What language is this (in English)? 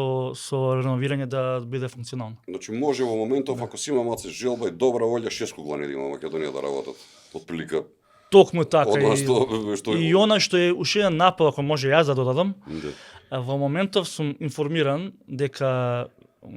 Macedonian